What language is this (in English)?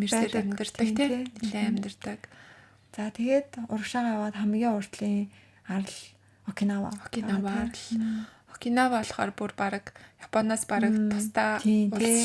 Mongolian